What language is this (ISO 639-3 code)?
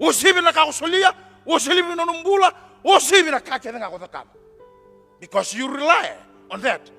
fij